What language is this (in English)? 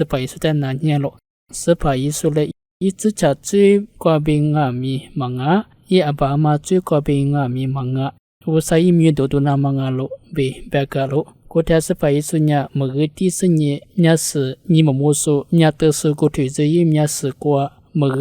Lisu